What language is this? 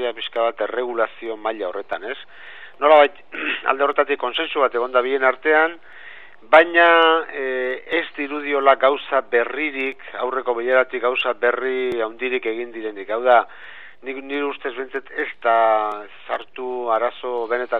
Basque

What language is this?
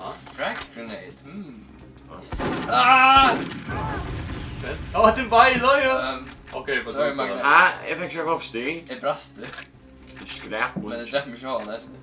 Faroese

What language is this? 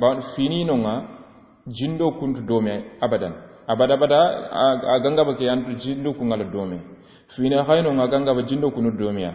Soninke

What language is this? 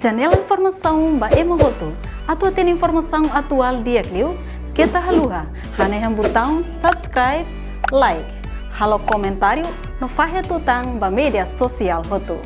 Tetum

